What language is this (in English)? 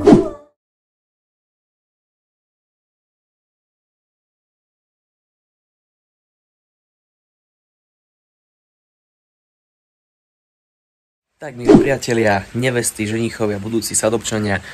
Slovak